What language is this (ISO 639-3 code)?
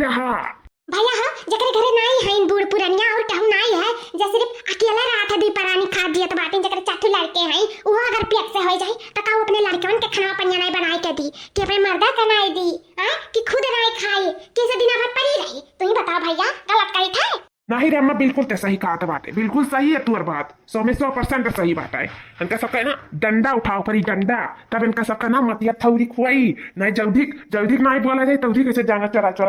awa